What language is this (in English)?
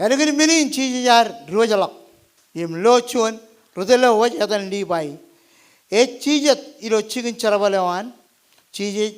Marshallese